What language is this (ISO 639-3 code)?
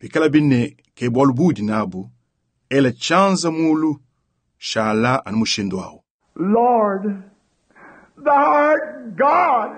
lua